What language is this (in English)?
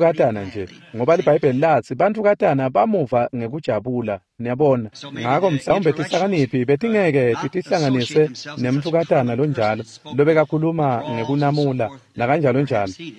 Swati